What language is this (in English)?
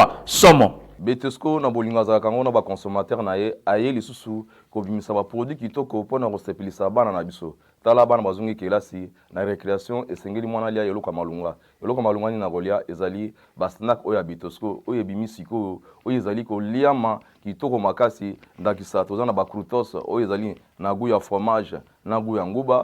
Lingala